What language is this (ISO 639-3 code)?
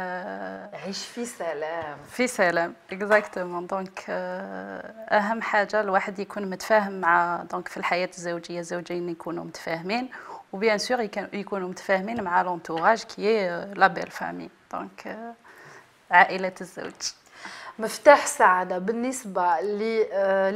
arq